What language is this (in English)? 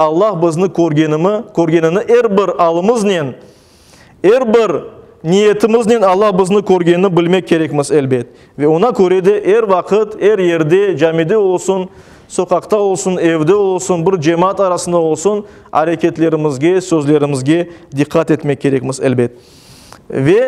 Crimean Tatar